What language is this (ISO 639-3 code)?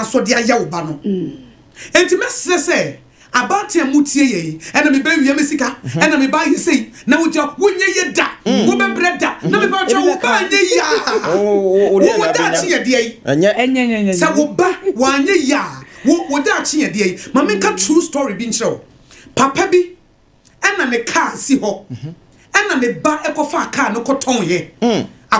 aka